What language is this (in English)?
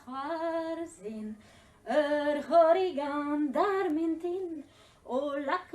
Breton